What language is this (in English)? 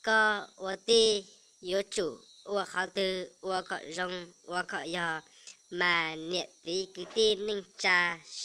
Hmong